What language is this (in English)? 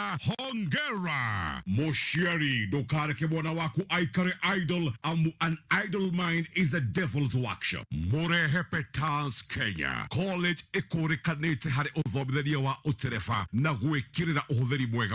Kikuyu